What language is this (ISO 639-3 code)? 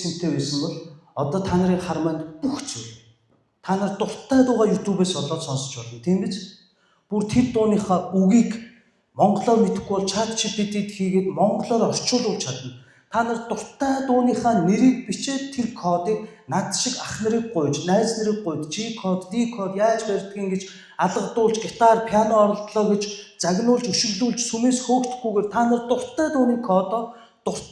mon